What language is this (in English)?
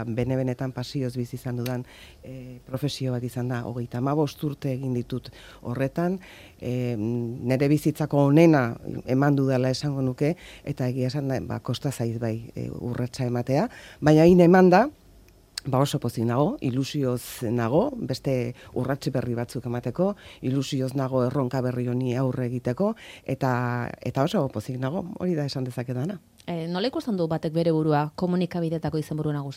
Basque